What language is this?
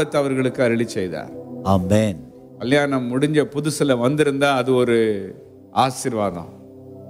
Tamil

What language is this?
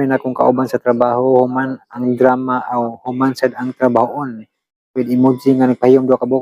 Cebuano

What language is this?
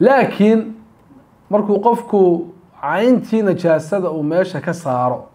Somali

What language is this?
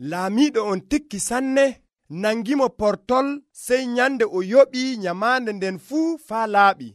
Nigerian Fulfulde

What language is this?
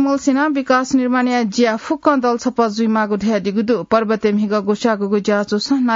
Newari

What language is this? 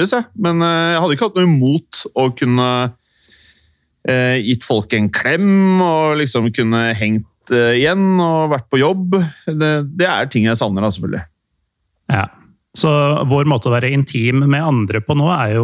Norwegian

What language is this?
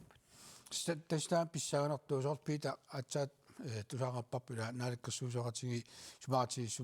Kalaallisut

